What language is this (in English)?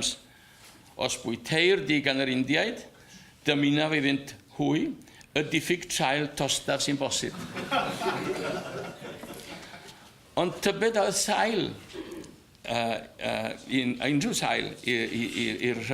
Welsh